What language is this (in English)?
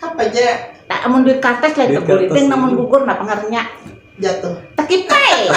Banjar